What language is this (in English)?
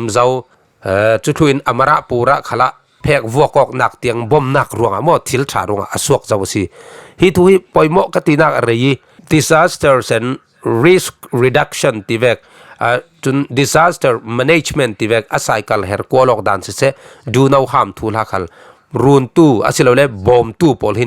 Falam Chin